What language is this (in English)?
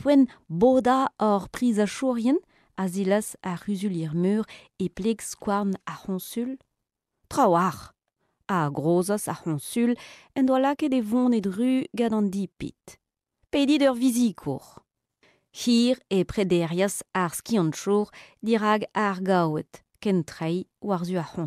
Breton